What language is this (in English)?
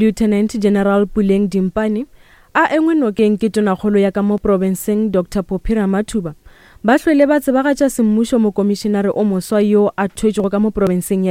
Northern Sotho